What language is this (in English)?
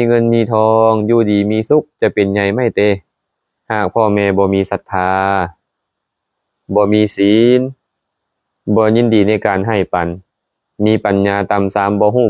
Lao